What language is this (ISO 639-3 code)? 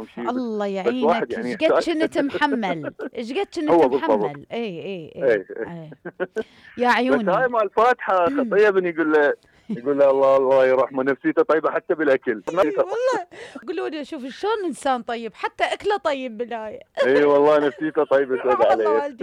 acm